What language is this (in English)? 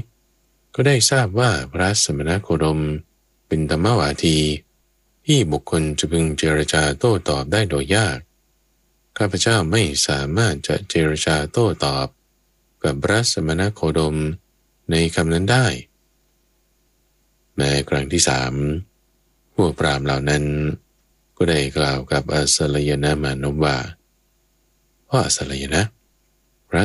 Thai